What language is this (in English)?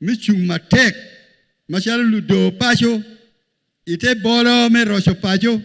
Acoli